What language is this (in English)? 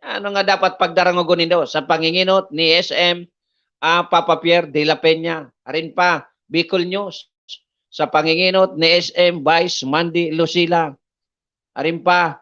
Bikol